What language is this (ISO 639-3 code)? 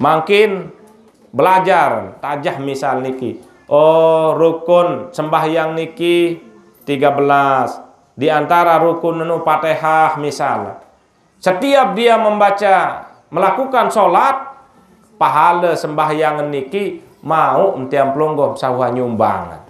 sas